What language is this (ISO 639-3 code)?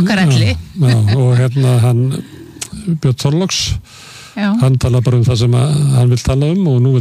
isl